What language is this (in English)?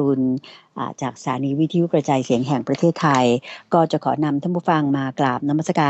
Thai